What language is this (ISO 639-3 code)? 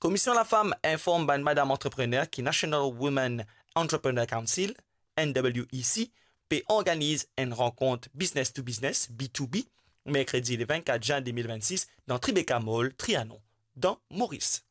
mfe